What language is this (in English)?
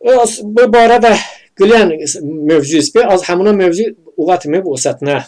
Talysh